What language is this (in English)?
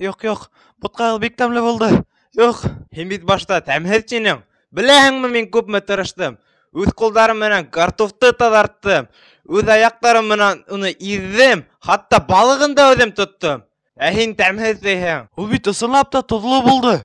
Bashkir